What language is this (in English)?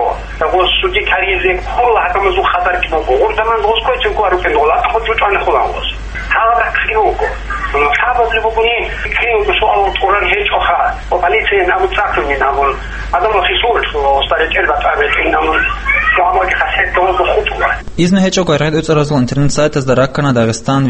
Avaric